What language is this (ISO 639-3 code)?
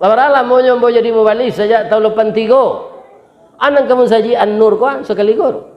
min